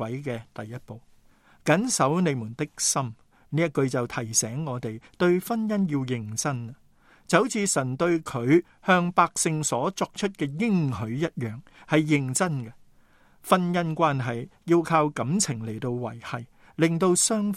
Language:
Cantonese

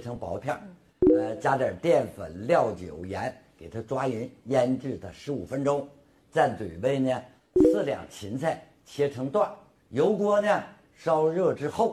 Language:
Chinese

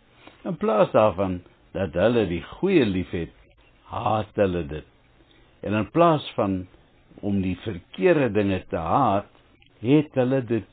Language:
Afrikaans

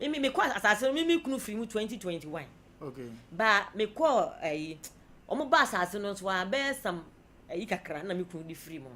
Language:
Akan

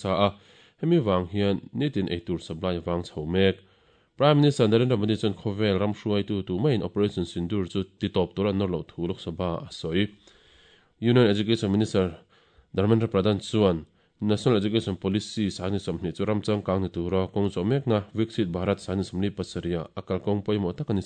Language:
Mizo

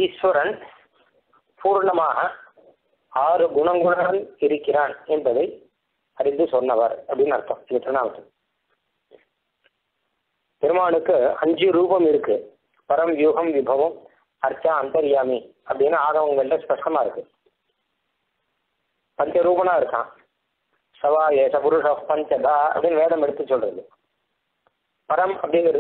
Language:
Tamil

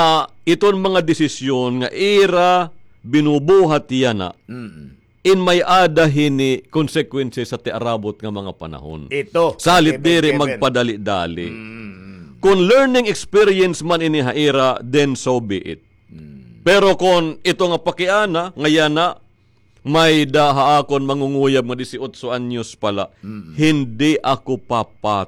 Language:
Waray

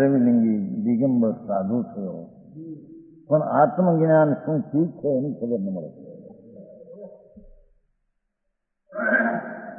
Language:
Gujarati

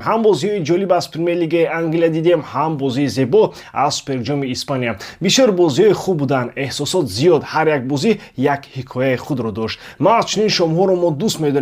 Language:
Tajik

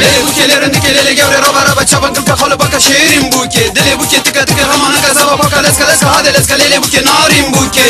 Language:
Kurdish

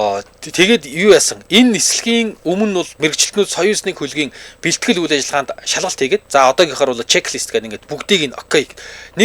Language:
Mongolian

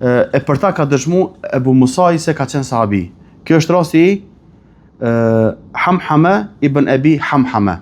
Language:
Albanian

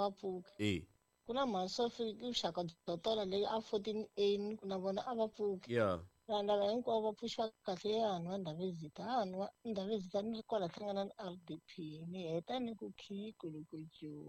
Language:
Tsonga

